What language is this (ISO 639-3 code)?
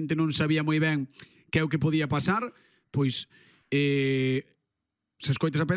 glg